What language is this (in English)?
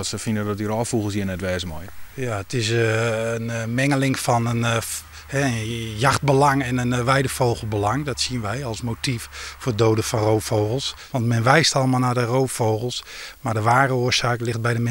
Western Frisian